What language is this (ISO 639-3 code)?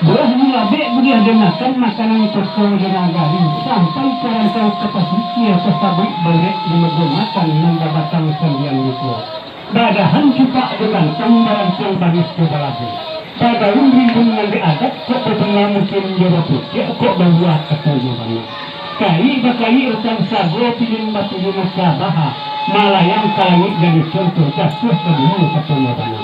min